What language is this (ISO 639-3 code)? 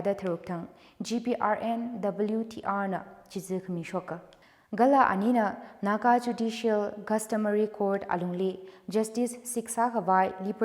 nmf